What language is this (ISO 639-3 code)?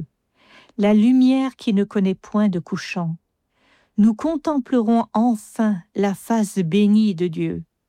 fra